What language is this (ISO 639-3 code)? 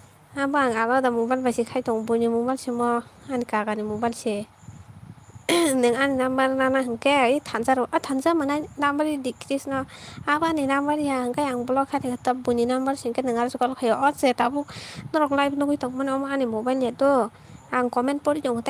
trp